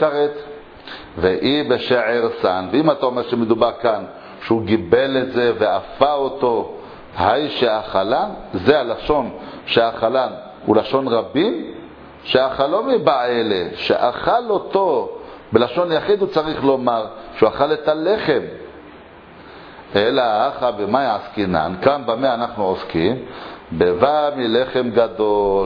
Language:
Hebrew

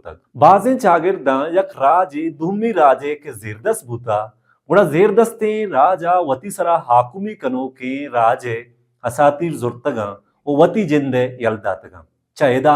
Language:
Baluchi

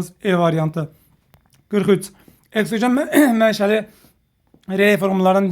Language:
Azerbaijani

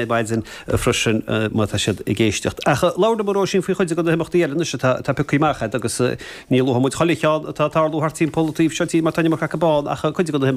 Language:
Irish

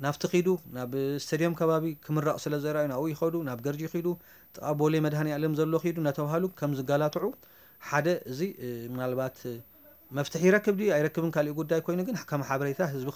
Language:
Tigrinya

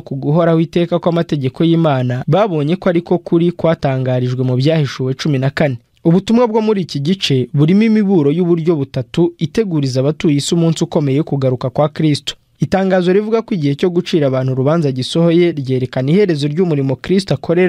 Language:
Kinyarwanda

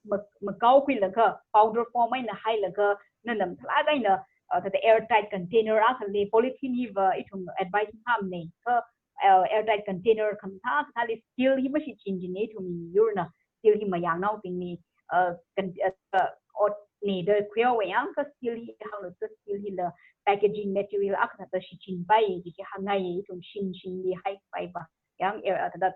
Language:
Tangkhul Naga (India)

